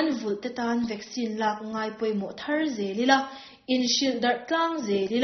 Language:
Mizo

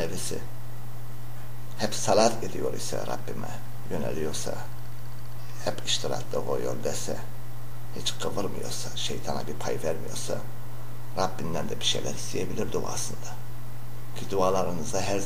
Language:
Turkish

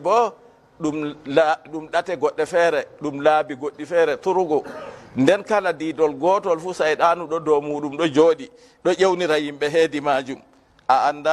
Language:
Fula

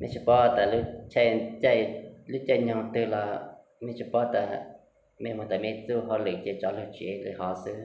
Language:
Hmong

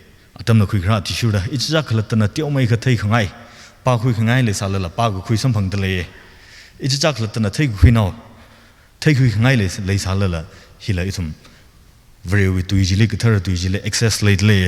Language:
Tangkhul Naga (India)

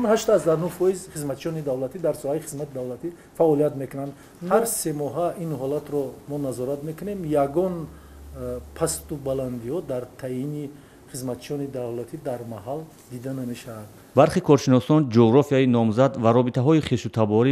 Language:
Tajik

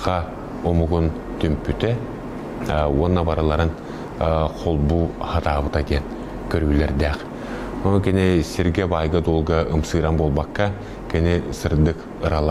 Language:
Yakut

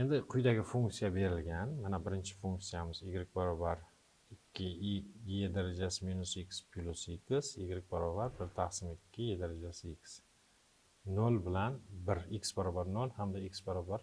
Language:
Uzbek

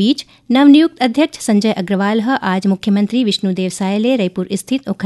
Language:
Chhattisgarhi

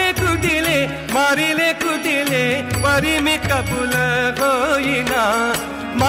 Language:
Marathi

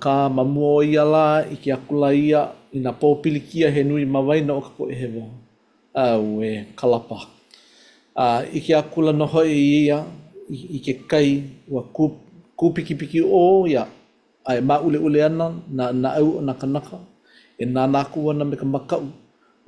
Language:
Hawaiian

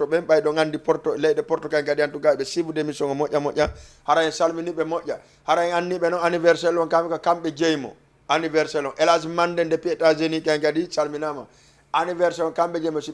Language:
Fula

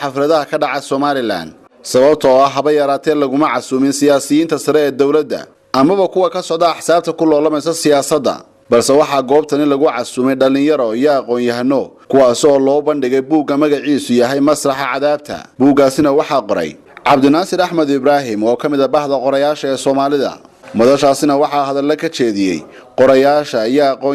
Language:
Somali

